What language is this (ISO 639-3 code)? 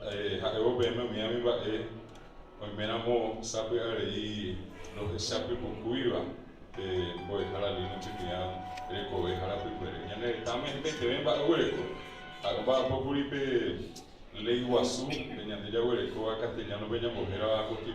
grn